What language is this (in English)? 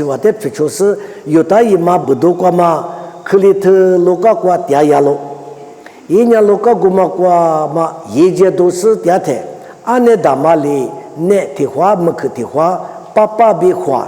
Lisu